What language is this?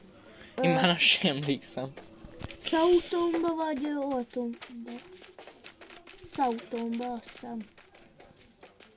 Hungarian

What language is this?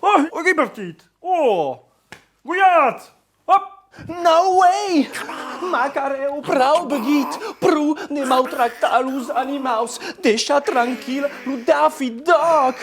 Occitan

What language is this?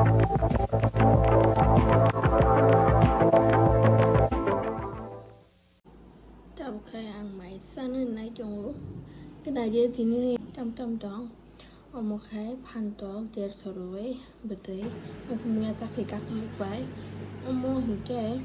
Kok Borok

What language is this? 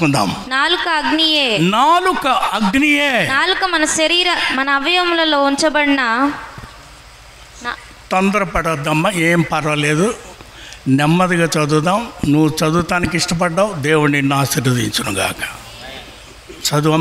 Telugu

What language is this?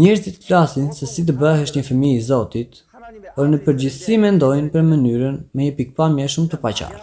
Albanian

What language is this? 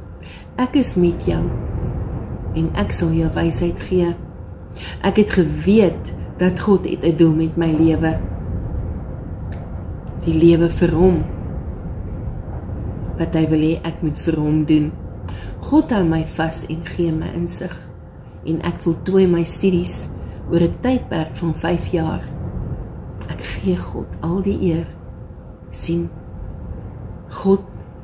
Afrikaans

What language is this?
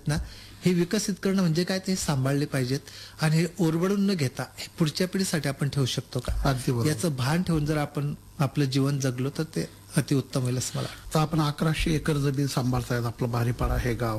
Marathi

